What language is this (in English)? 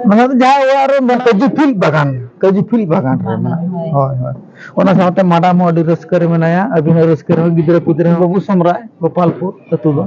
Santali